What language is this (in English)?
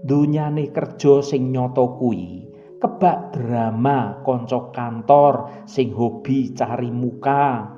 Javanese